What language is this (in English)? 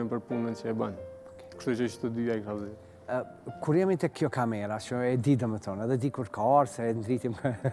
Albanian